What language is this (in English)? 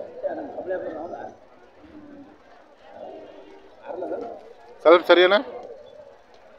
Kannada